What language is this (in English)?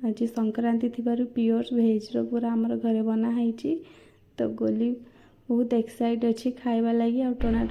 Odia